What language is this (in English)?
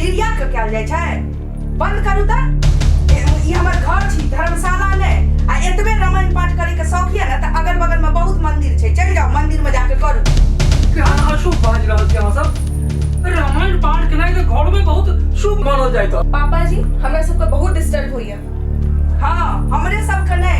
Maithili